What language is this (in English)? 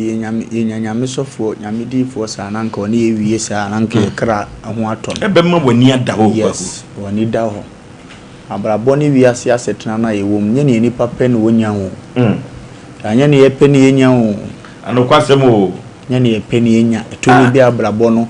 Akan